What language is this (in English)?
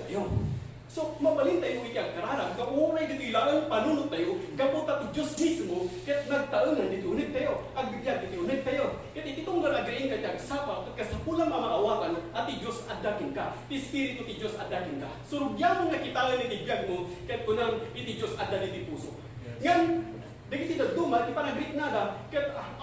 Iloko